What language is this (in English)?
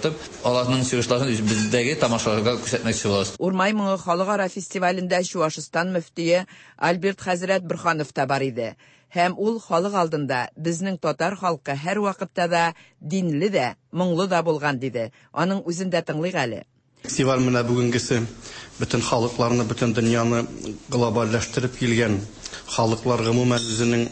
Tatar